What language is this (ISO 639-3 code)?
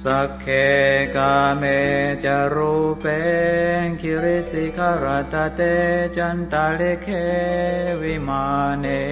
pli